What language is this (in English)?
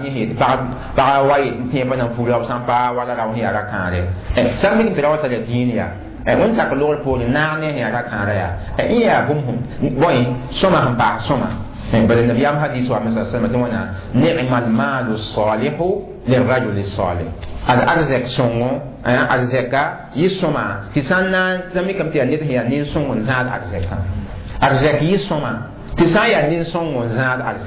Mossi